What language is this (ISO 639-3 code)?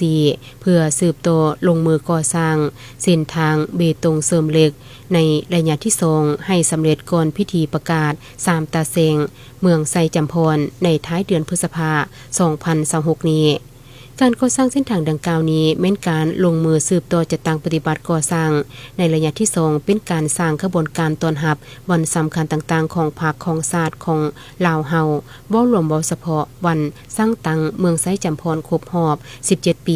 lao